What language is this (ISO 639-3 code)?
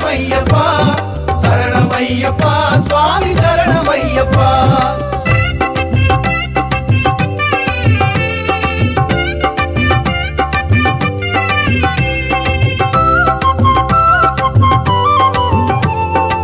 tam